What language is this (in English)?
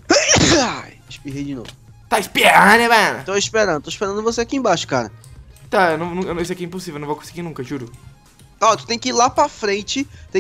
Portuguese